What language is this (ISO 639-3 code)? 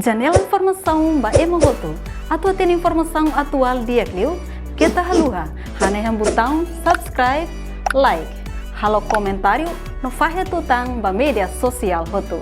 tet